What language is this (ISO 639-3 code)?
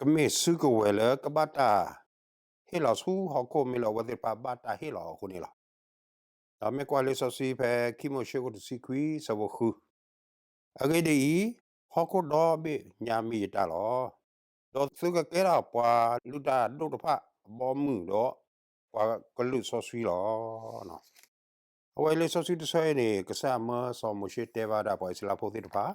ksw